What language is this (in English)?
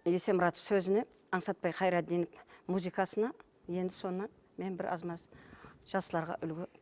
Kara-Kalpak